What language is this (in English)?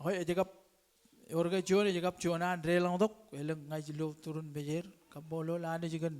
Marshallese